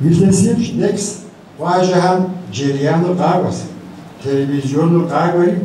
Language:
Kabardian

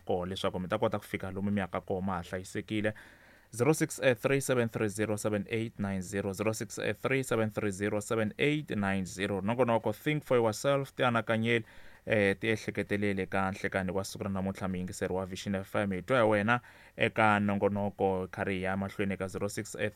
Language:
Tsonga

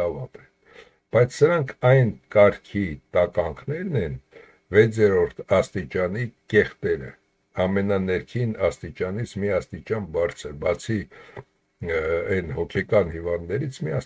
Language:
Armenian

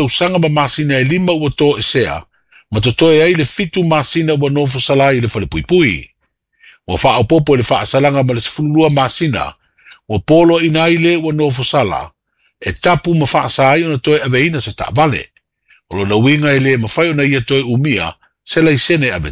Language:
Samoan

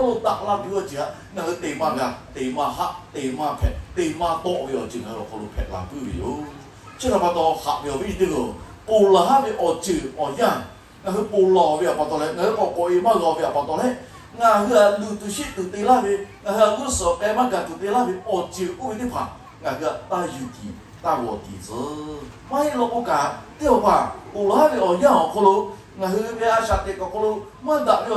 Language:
Lahu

